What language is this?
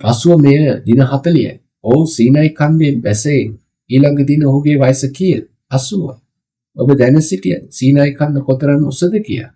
Sinhala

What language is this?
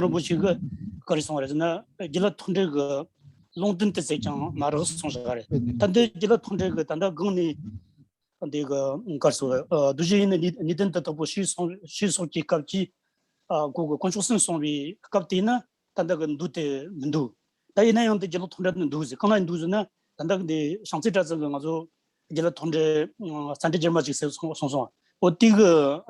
Tibetan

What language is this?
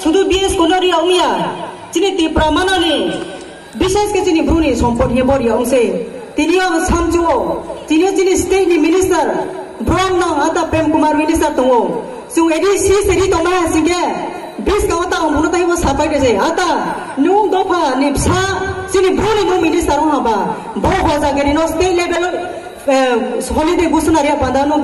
Riang (India)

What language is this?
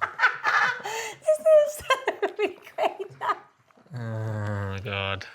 Welsh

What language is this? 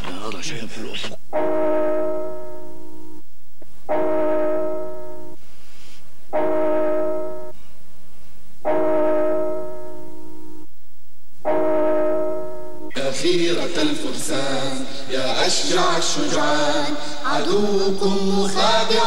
Arabic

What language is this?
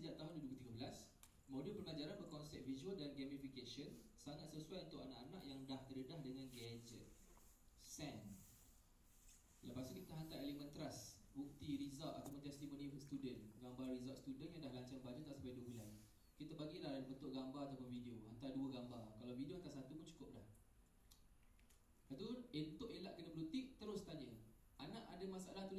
Malay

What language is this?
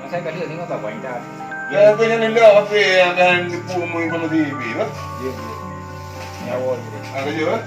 Achinese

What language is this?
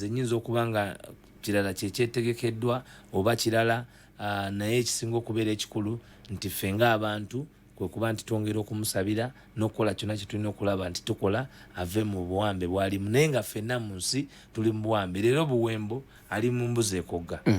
Ganda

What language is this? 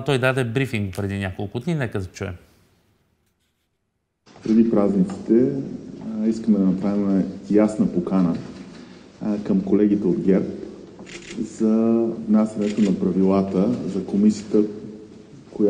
Bulgarian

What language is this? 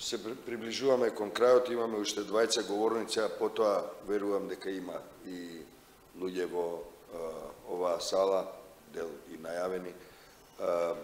Macedonian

